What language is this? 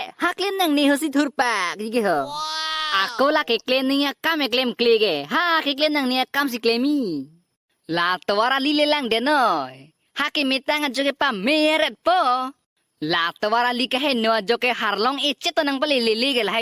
Karbi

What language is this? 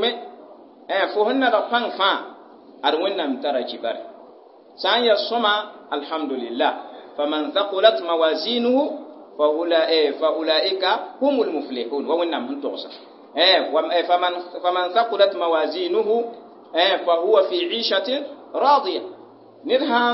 Mossi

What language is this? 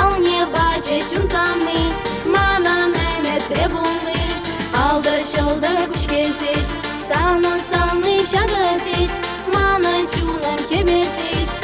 Chuvash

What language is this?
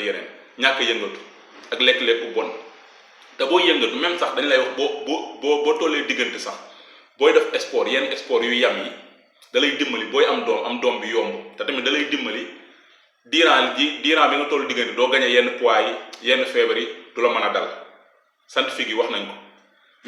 Wolof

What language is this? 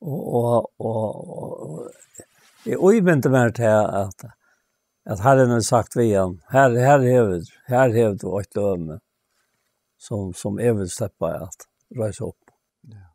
Faroese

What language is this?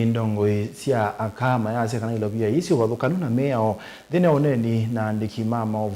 Kamba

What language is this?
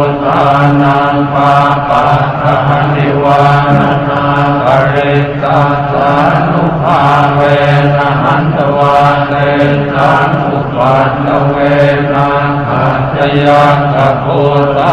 Pali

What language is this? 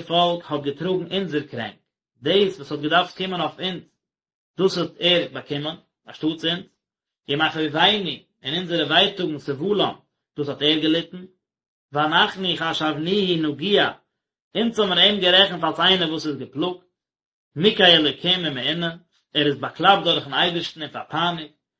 Yiddish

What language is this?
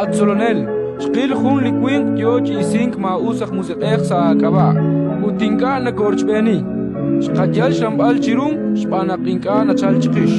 Kekchí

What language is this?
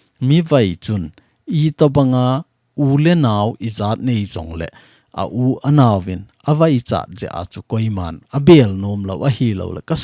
Thado Chin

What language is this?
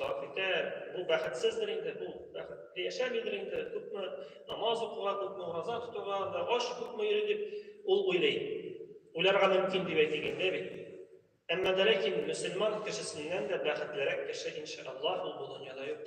Tatar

